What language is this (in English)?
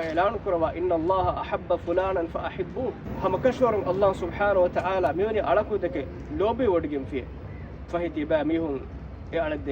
Divehi